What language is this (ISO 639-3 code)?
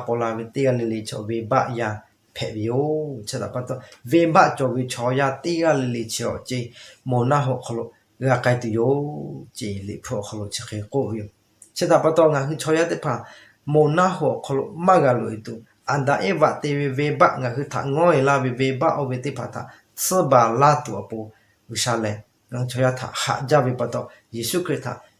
lhu